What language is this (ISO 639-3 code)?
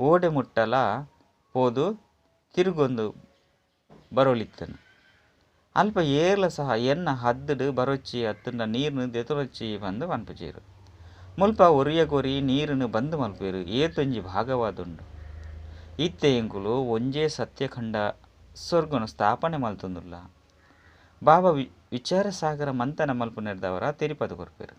tcy